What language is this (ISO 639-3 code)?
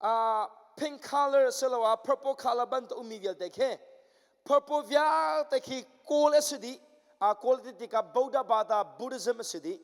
cnh